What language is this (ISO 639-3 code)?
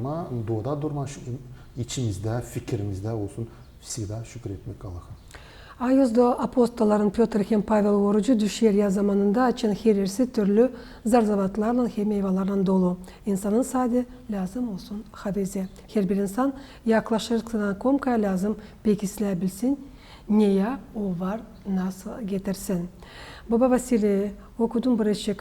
gag